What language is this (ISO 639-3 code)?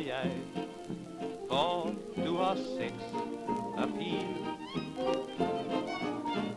dan